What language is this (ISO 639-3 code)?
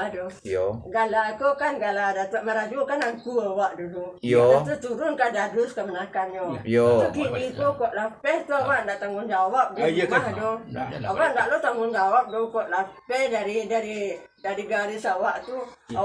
min